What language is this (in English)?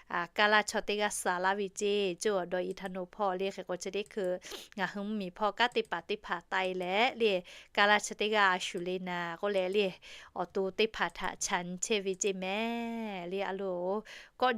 Lahu